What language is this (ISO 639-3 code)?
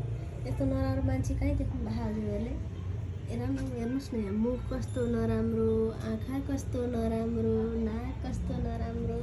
nep